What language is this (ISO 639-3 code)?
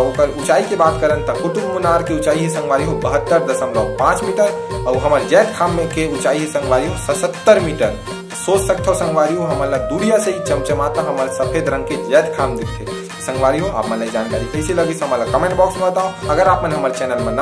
hne